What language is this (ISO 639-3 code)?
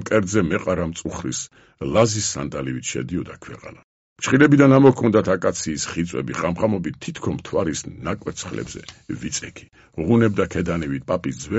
kat